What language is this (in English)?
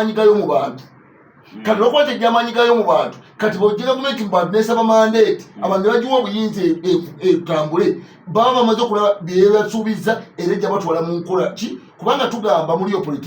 Ganda